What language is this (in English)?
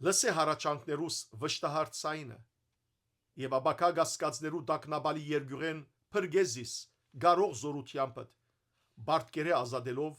Western Armenian